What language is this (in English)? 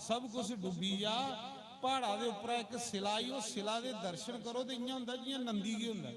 Dogri